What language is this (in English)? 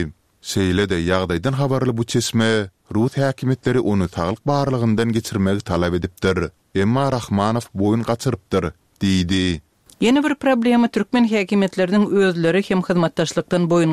Turkmen